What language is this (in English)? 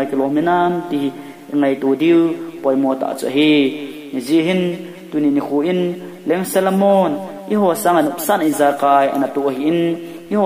Thado Chin